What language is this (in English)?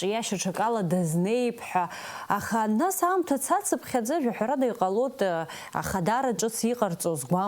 Abkhazian